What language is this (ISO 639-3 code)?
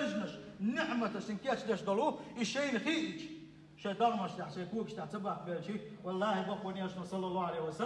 che